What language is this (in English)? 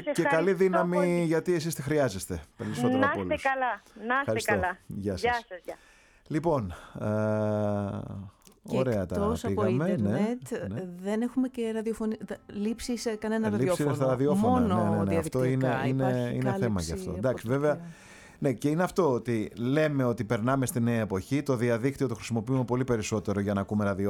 Greek